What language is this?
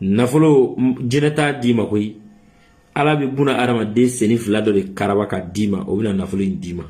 Bambara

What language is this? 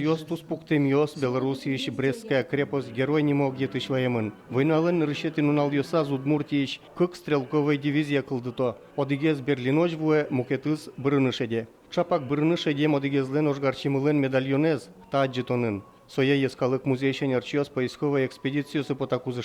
Udmurt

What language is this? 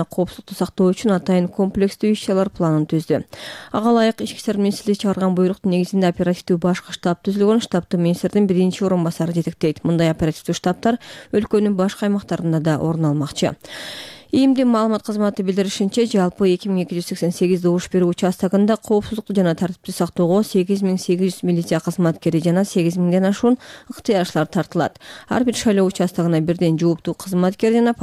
Kyrgyz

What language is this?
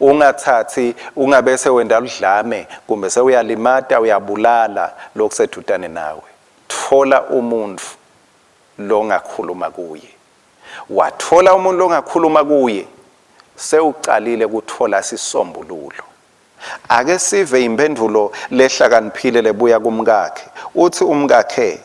Swati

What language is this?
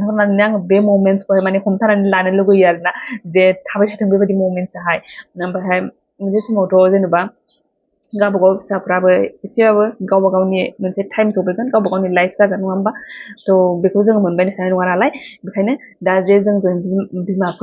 Bodo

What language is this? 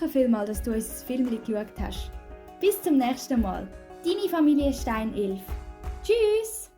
Swiss German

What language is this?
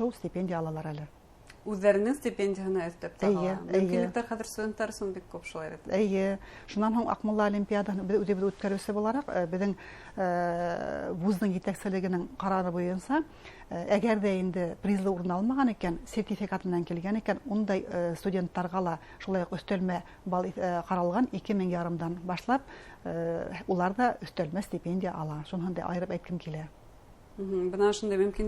Bashkir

